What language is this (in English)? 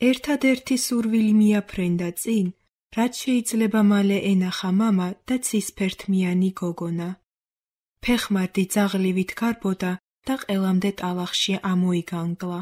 Georgian